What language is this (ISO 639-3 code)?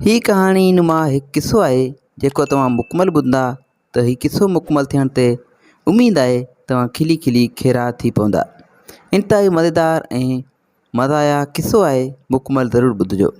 snd